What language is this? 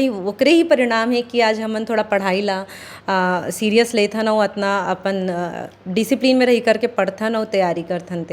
Chhattisgarhi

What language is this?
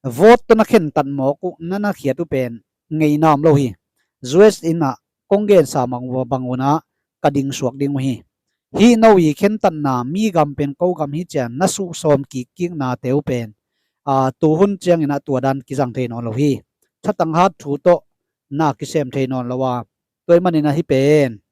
Tedim Chin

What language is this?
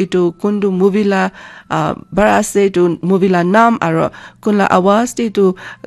Naga Pidgin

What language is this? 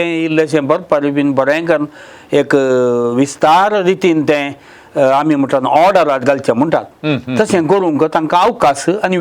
Konkani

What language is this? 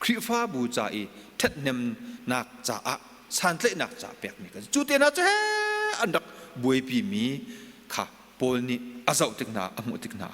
Hakha Chin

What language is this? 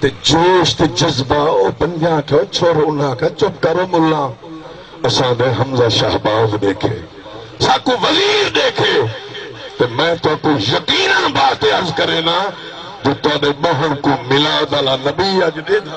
Saraiki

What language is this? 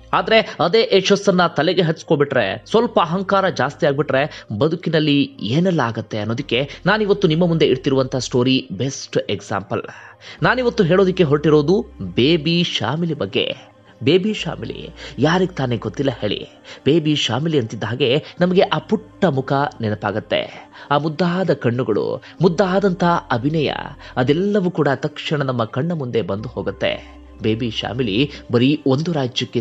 Kannada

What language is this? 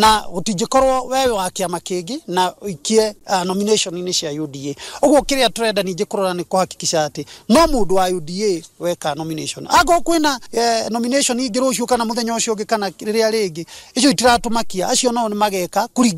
Kikuyu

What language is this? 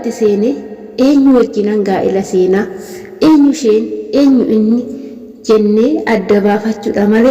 Oromo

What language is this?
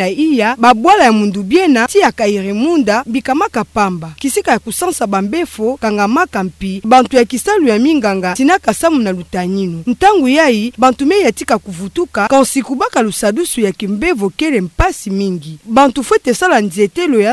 Kituba (Democratic Republic of Congo)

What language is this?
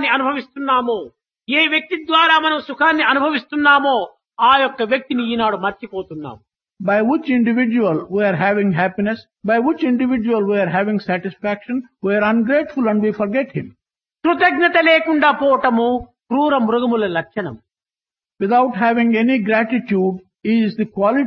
Telugu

